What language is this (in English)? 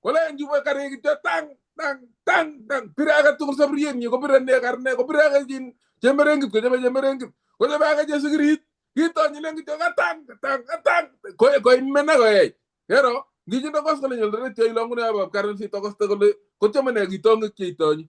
Kalenjin